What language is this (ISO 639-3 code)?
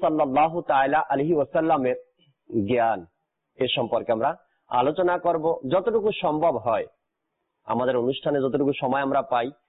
ben